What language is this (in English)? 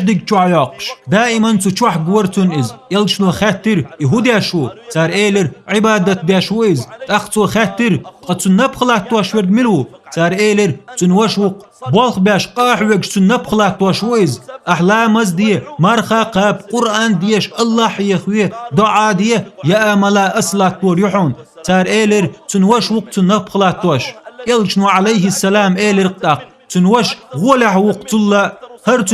Chechen